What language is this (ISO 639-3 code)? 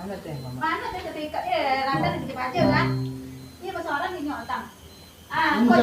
min